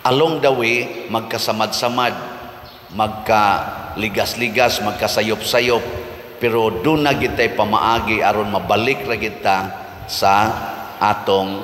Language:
Cebuano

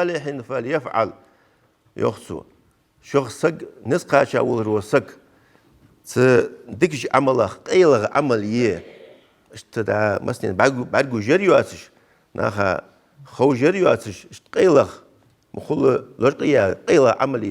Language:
Ingush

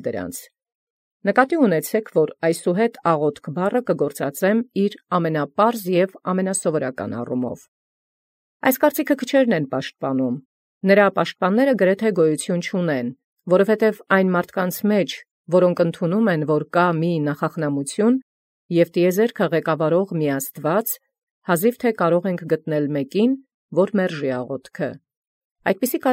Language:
Armenian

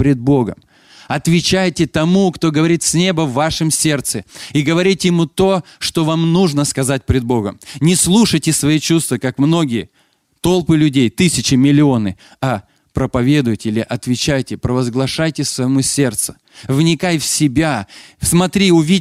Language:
Russian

